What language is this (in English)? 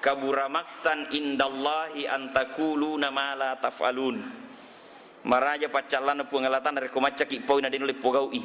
Buginese